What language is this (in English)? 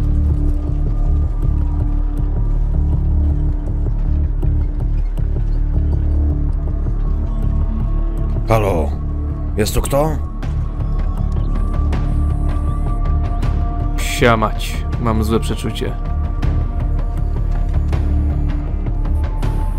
Polish